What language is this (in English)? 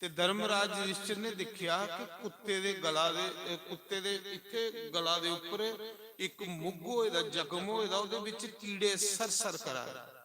Dogri